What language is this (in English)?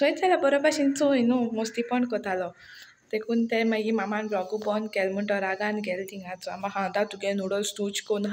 Konkani